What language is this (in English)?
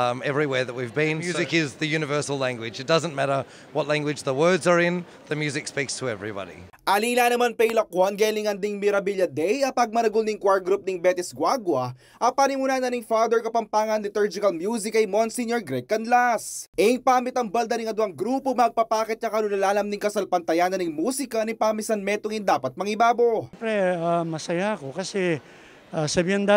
Pampanga